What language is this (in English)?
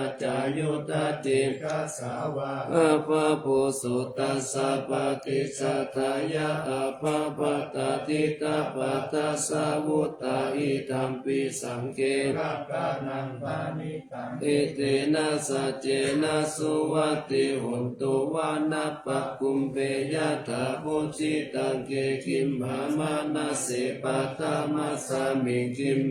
Pali